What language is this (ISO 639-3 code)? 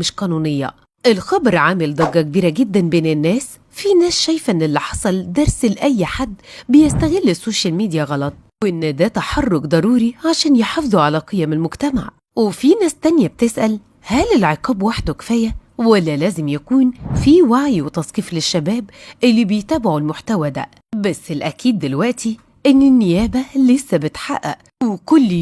arz